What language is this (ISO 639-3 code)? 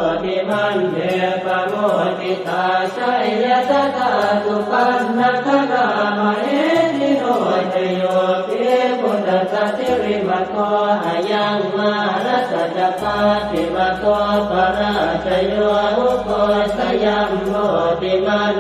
pli